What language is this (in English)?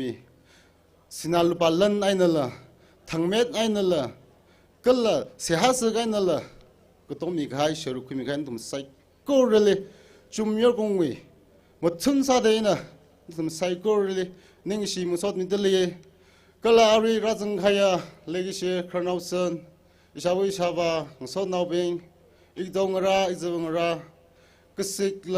Tangkhul Naga (India)